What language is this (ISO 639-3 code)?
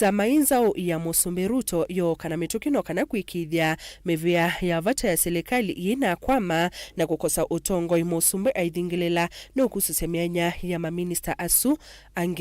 kam